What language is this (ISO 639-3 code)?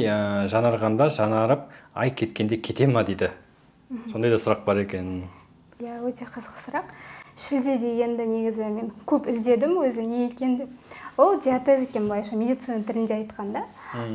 kaz